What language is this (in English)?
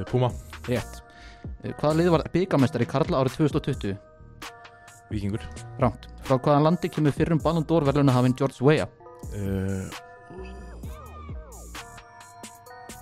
Icelandic